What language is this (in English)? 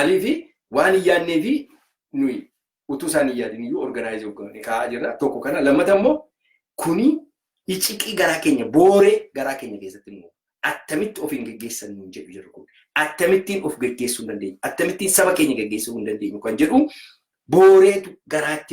Oromo